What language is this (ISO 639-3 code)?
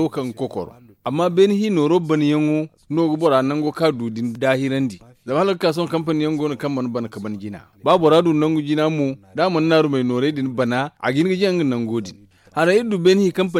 dje